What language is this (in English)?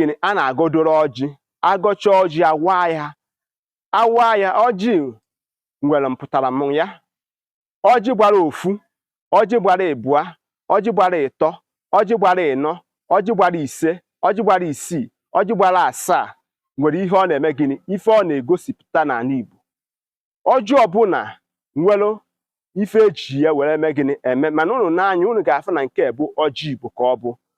Igbo